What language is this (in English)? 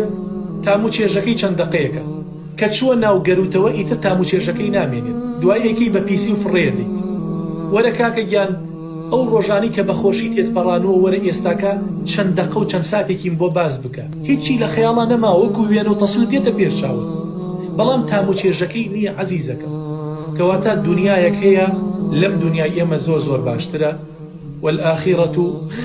Central Kurdish